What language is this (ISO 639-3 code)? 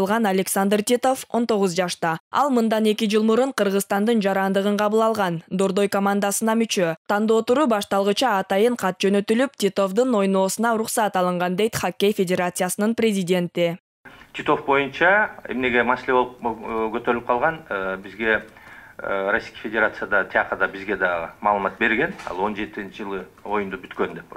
kir